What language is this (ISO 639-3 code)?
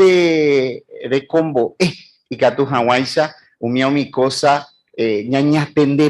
grn